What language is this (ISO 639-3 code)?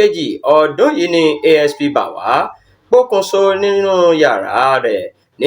yor